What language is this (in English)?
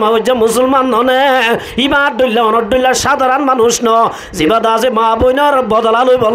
Rohingya